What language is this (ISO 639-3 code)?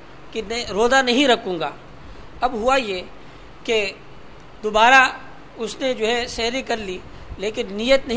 urd